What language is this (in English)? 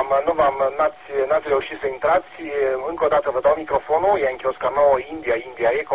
Romanian